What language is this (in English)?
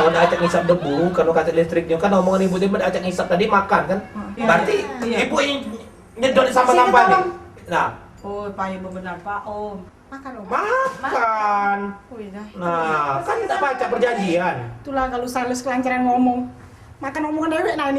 Musi